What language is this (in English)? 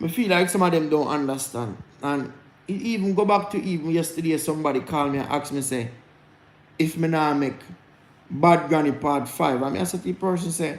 Jamaican Creole English